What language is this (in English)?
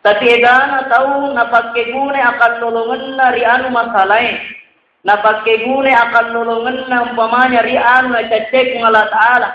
Buginese